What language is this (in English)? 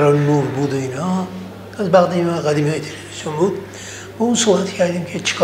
Persian